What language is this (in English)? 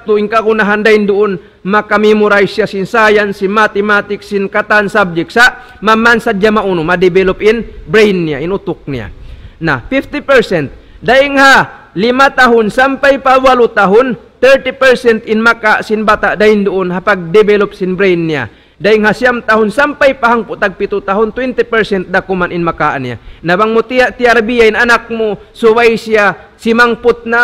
Tausug